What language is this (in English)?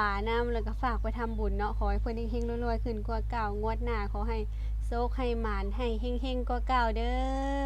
Lao